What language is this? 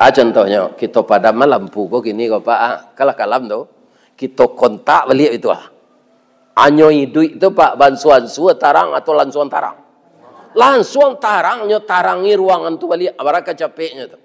Minangkabau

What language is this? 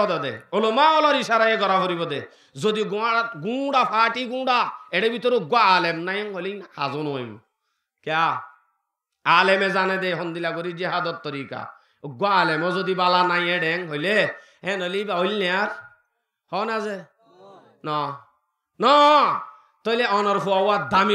Rohingya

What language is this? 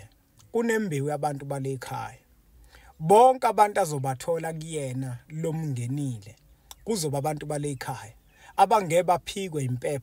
Zulu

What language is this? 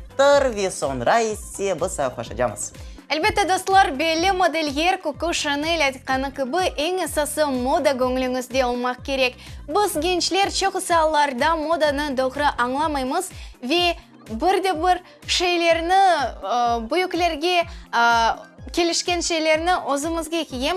Crimean Tatar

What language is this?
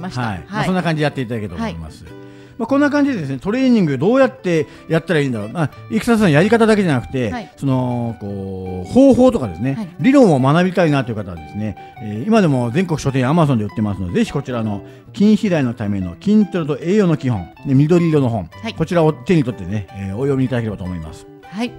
Japanese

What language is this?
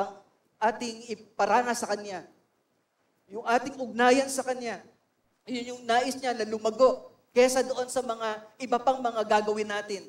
Filipino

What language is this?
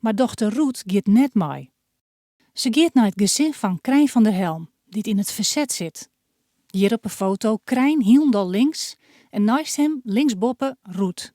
Western Frisian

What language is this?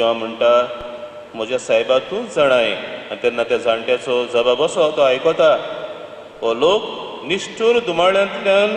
Konkani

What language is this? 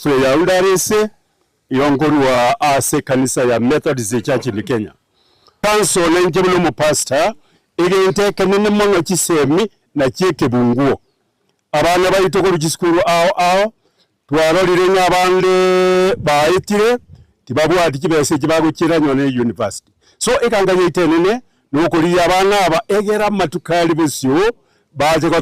Gusii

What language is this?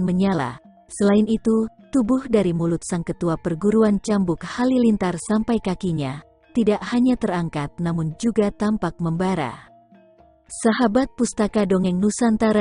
Indonesian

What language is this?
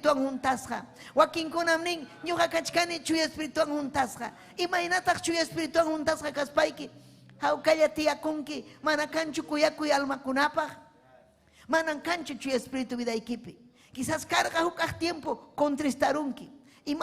Ayacucho Quechua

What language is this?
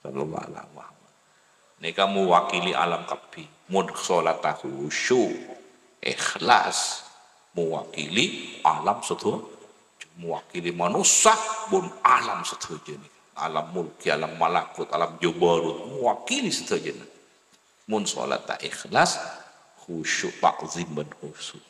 Madurese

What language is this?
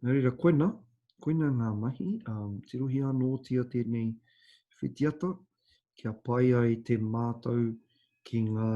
Māori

